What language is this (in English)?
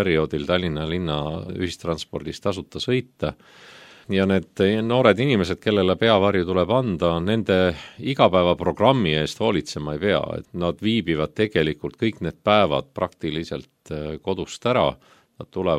Estonian